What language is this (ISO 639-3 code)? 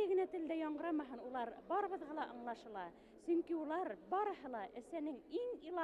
bak